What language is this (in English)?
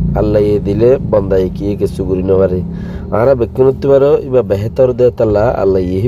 Rohingya